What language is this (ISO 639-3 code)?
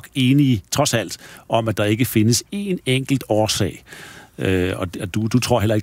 dan